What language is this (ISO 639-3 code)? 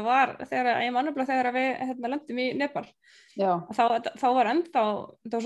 isl